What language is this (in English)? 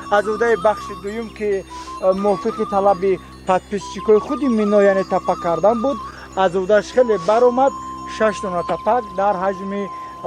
Tajik